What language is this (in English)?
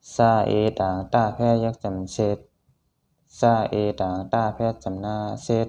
Shan